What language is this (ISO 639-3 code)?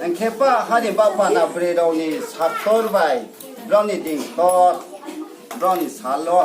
ria